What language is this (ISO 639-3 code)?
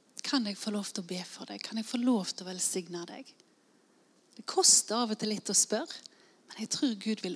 nor